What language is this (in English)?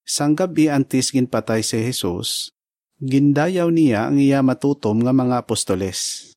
Hiligaynon